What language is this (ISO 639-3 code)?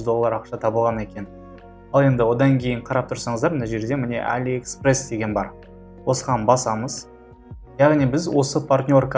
kaz